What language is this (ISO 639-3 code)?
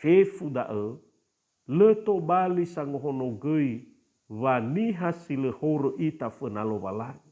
nia